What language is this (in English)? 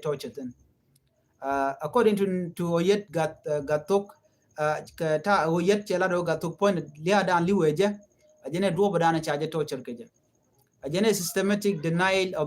Nuer